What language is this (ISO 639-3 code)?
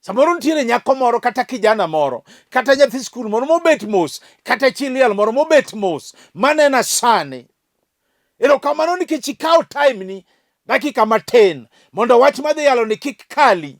luo